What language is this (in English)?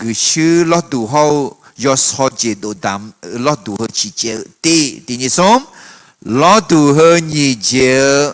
Akha